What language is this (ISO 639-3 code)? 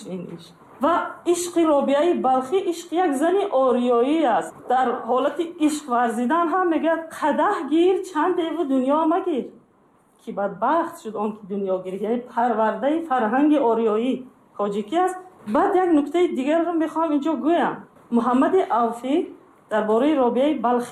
tgk